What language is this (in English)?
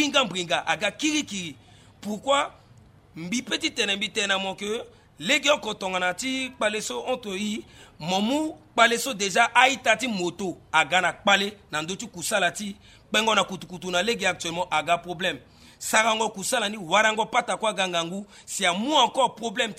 Sango